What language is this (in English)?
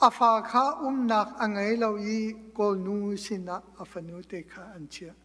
Hakha Chin